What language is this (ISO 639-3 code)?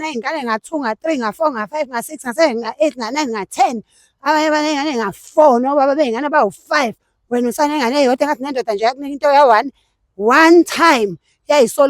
zul